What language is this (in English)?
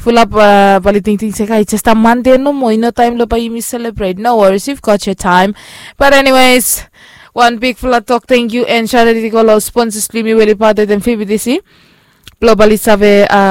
Bislama